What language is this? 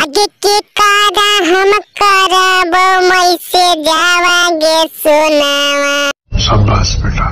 Magahi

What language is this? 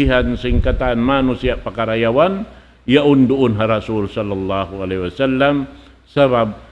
Tausug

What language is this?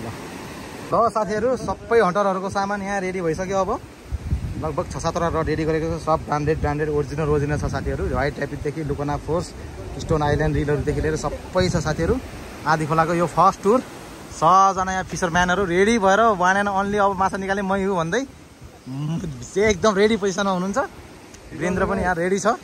Nepali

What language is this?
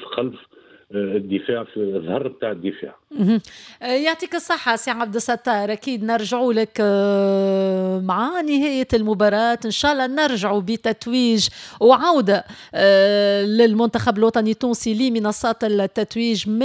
Tunisian Arabic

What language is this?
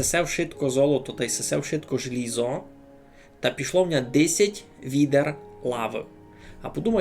Rusyn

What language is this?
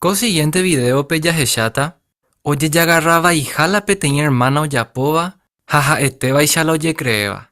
Guarani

